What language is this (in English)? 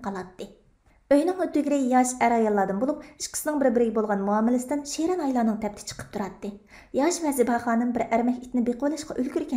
Uyghur